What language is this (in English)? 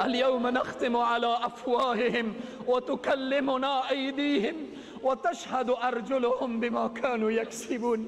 Persian